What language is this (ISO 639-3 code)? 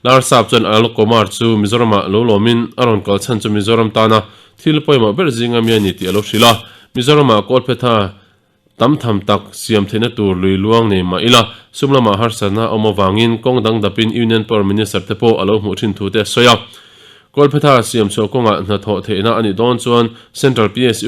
lus